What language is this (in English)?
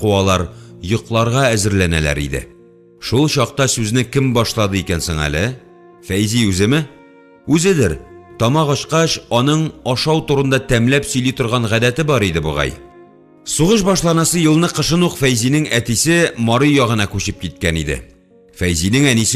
Tatar